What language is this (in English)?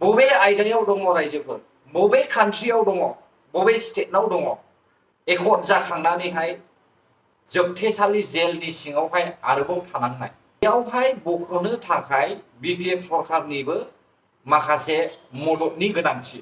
Bodo